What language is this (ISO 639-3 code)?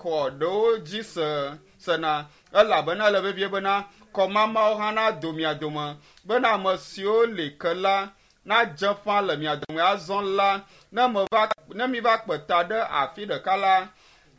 ewe